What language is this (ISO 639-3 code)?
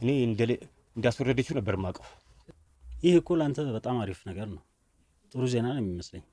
amh